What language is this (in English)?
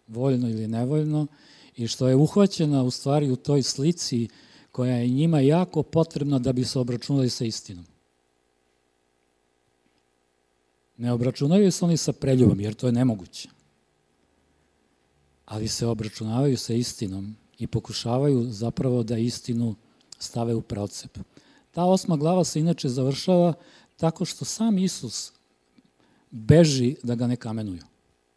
Serbian